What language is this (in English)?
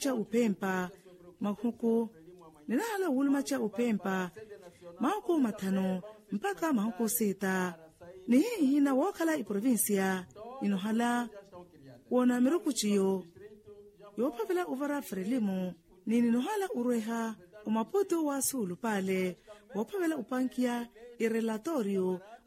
Makhuwa